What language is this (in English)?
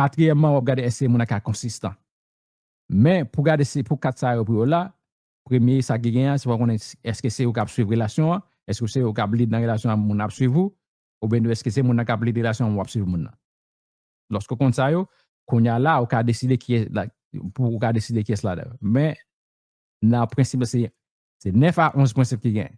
Haitian Creole